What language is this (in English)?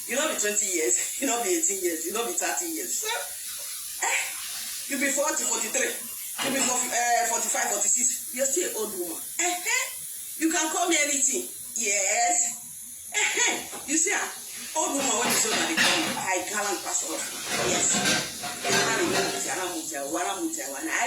Nigerian Pidgin